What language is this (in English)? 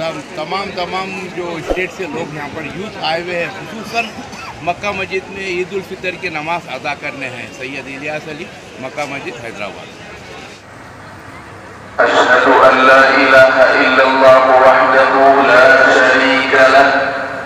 Urdu